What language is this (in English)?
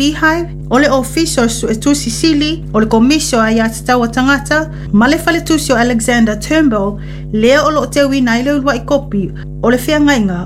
Samoan